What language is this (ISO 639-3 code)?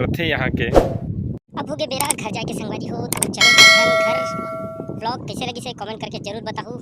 hne